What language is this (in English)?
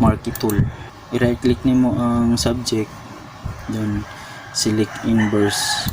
Cebuano